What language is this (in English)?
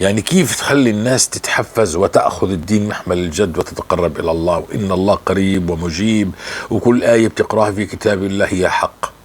North Levantine Arabic